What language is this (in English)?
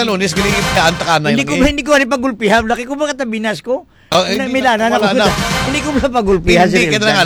Filipino